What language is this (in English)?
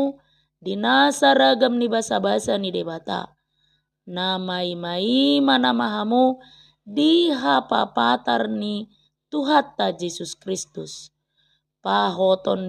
Batak Toba